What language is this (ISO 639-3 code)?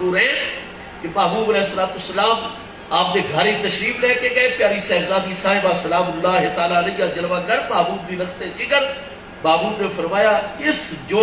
skr